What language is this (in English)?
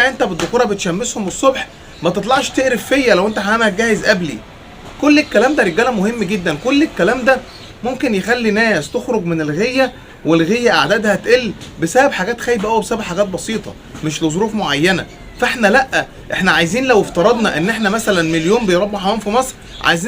Egyptian Arabic